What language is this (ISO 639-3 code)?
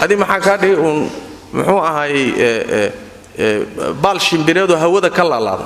som